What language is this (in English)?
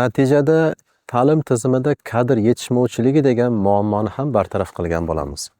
Uzbek